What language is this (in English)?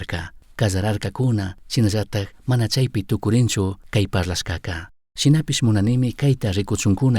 Chimborazo Highland Quichua